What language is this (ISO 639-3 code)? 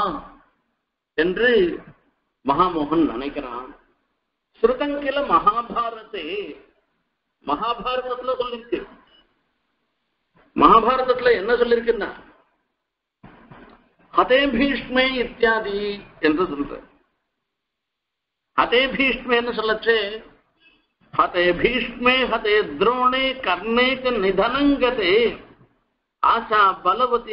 tam